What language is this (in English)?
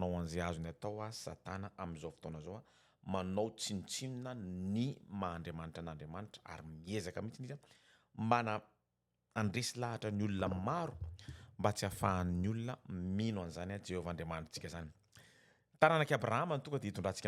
Malagasy